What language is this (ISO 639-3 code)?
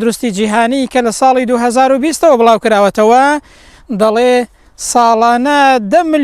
ckb